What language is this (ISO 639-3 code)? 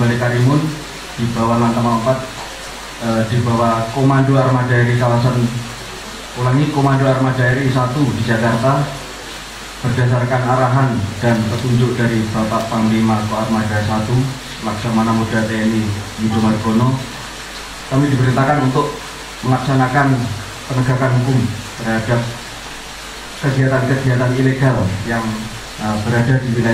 ind